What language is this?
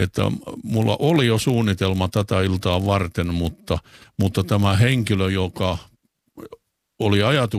Finnish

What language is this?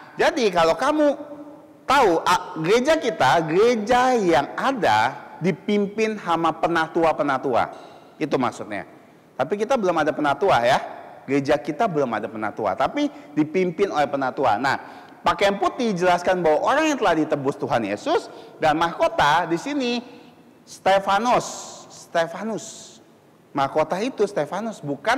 Indonesian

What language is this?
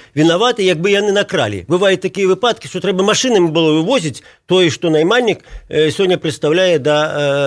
Belarusian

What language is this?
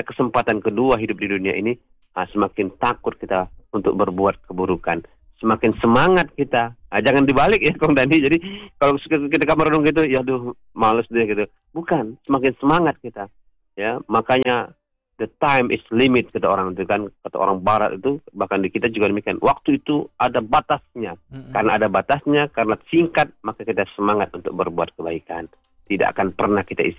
Indonesian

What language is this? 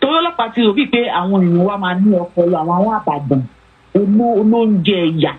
Yoruba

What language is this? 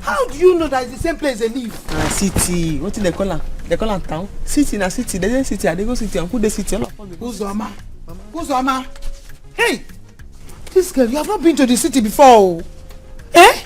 Nigerian Pidgin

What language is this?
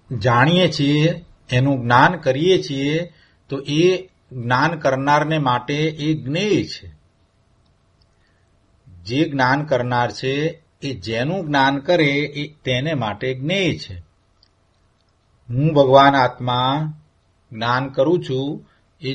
Gujarati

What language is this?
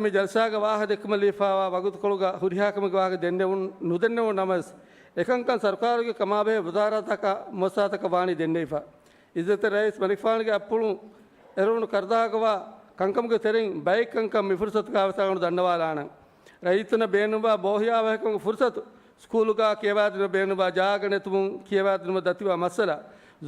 Divehi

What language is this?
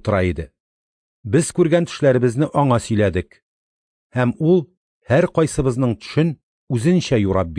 Tatar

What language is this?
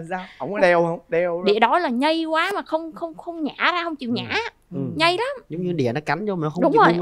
Vietnamese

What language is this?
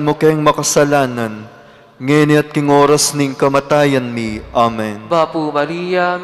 Pampanga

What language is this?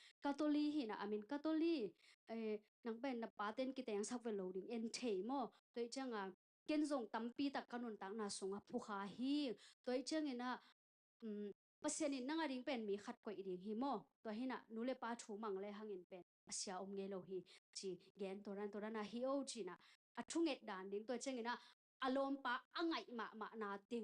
Tedim Chin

